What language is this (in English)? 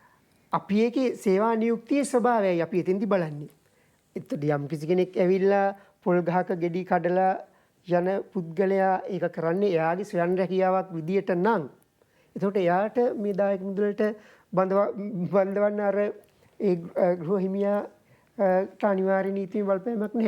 Sinhala